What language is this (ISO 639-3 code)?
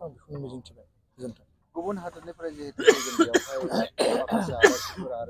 brx